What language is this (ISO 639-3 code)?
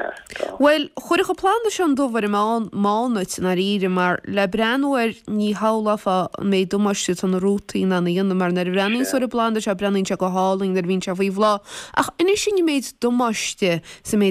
gle